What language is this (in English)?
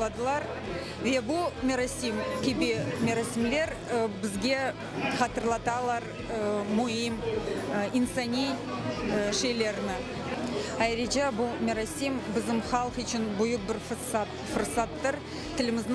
Crimean Tatar